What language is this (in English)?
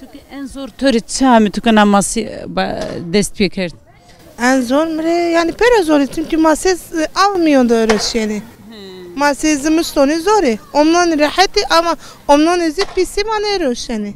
Zaza